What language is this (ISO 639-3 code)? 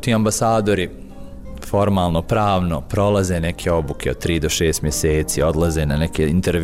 bos